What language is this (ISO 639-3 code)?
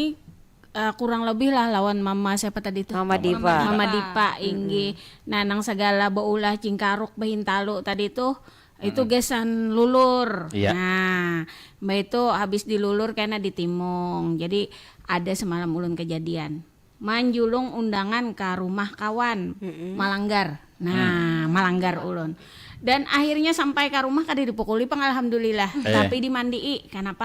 bjn